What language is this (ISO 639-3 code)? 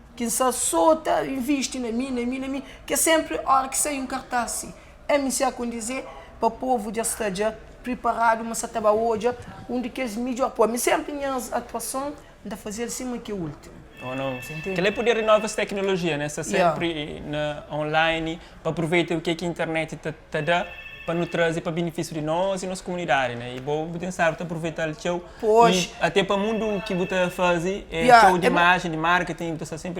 kea